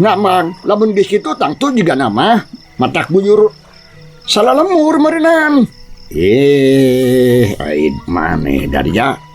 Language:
Sundanese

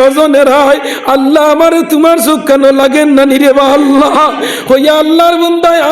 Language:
Sylheti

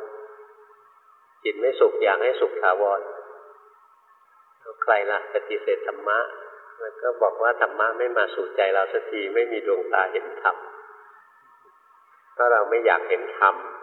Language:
Thai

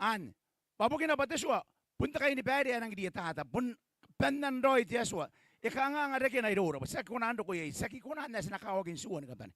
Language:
Gilbertese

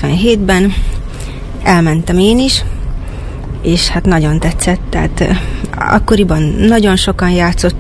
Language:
Hungarian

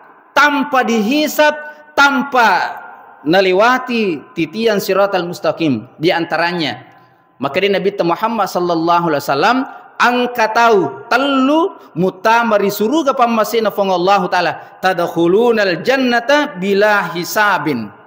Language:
Buginese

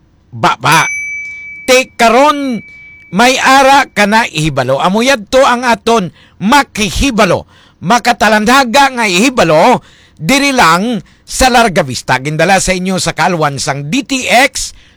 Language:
Hiligaynon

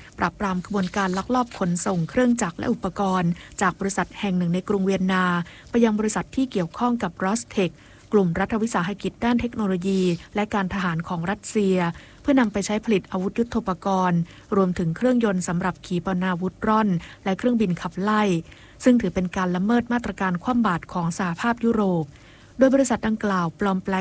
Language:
Thai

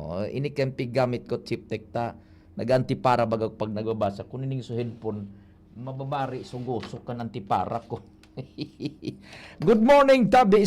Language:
Bikol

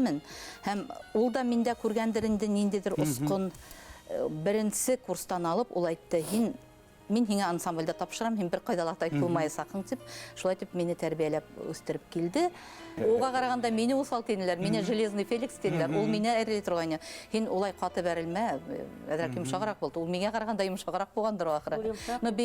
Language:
Bashkir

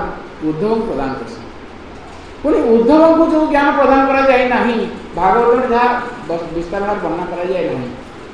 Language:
Odia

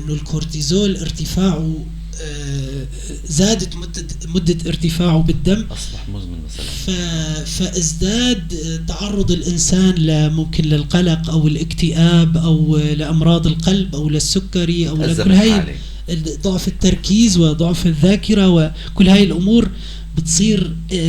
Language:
North Levantine Arabic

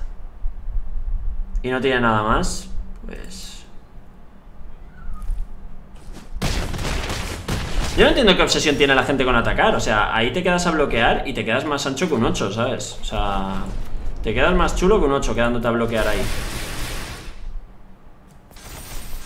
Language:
Spanish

